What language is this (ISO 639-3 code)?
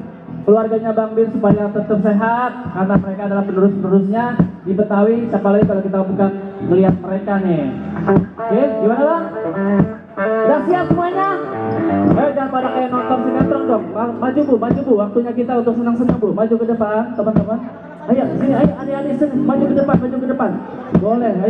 bew